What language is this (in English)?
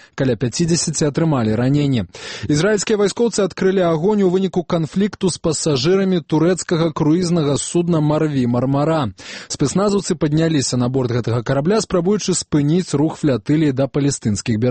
Belarusian